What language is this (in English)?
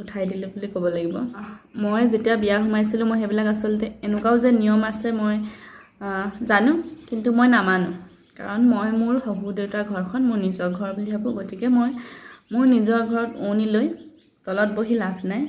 Assamese